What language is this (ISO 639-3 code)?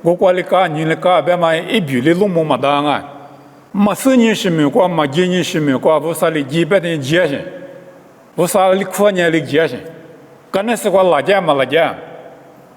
lis